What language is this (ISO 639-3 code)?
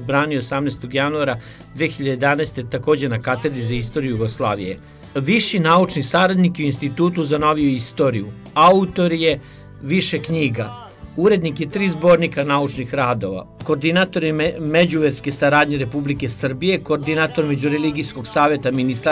srp